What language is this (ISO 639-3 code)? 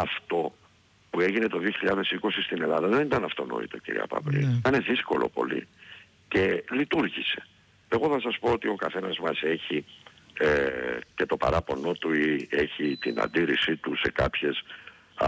ell